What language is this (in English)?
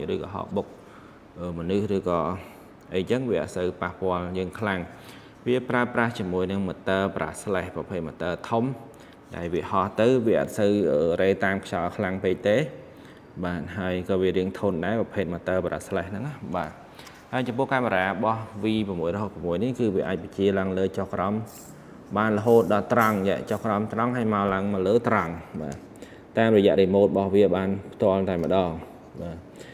Khmer